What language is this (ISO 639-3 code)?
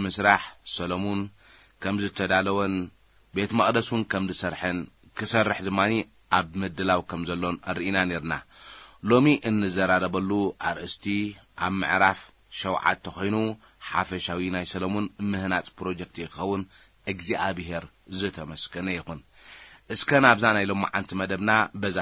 tir